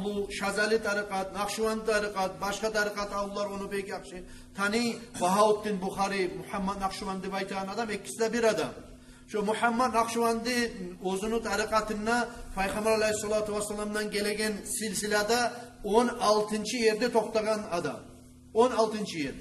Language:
Kumyk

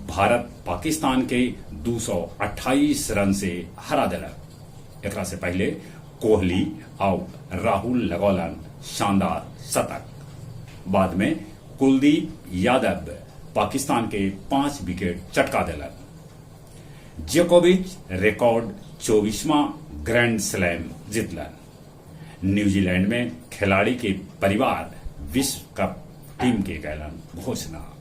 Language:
Magahi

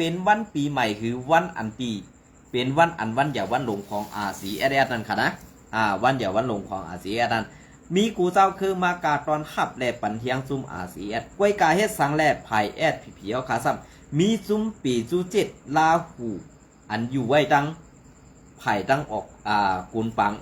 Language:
Shan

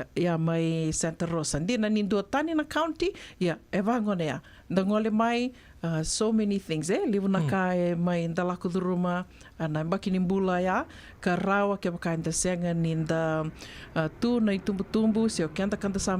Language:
Fijian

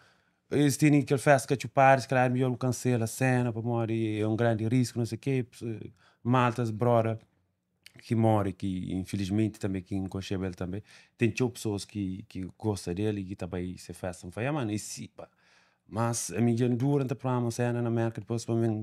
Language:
Kabuverdianu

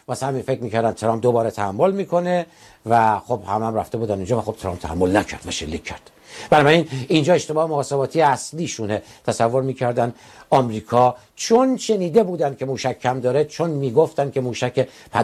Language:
Persian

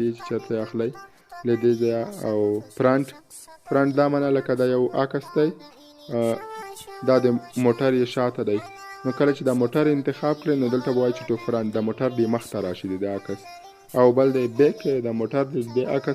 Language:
Pashto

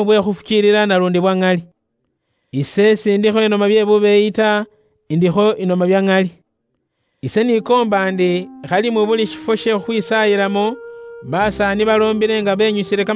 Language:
Luyia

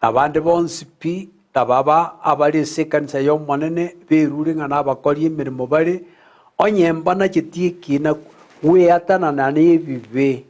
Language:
Gusii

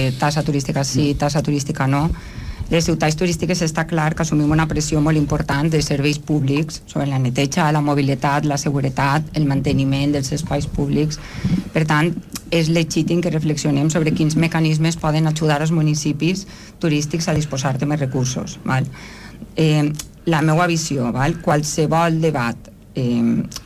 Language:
Catalan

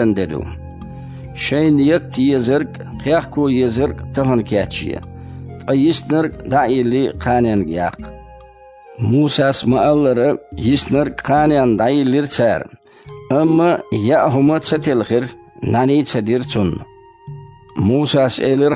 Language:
Chechen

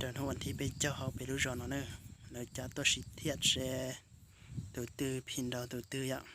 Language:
Hmong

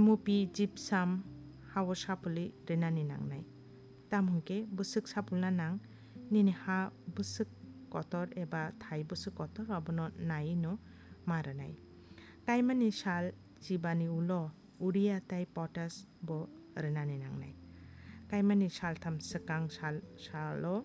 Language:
Kok Borok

